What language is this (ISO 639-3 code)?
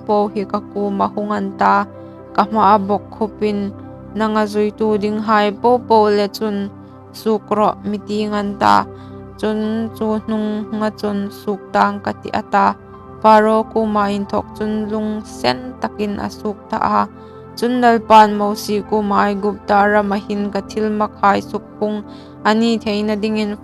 hmr